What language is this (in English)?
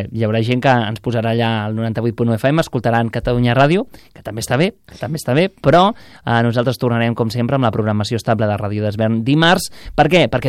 Catalan